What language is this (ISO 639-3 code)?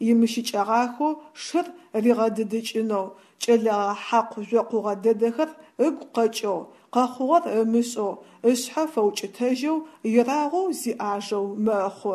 ady